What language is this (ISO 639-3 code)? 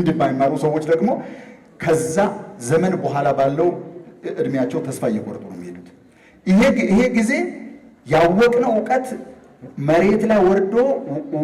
amh